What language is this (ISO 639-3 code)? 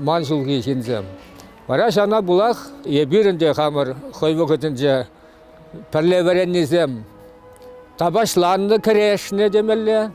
chv